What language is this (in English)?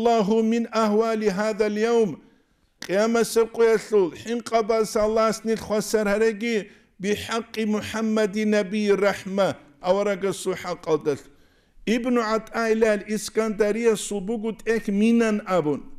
Avaric